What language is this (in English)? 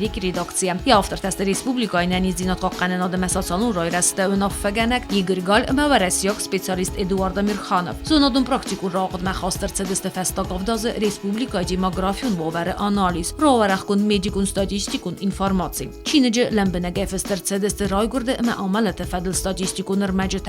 Ossetic